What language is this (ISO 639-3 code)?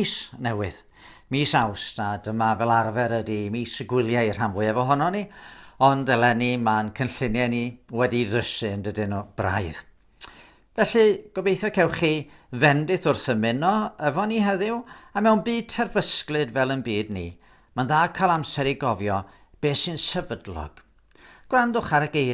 cym